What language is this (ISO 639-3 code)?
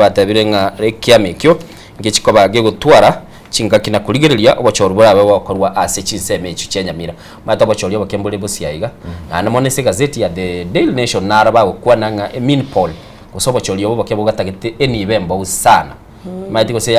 guz